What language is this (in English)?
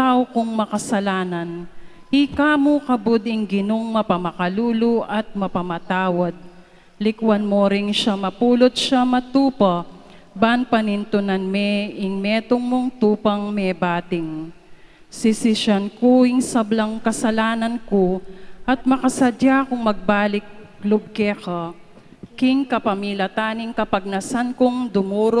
Pampanga